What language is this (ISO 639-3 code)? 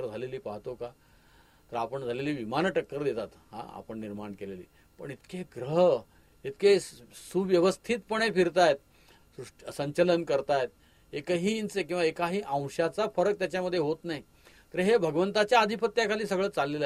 mar